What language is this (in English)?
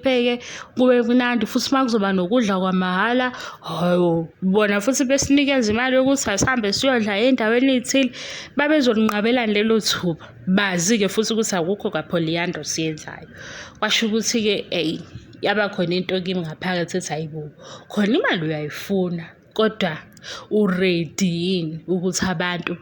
Zulu